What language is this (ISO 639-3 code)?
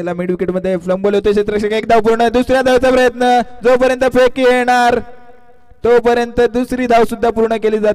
mar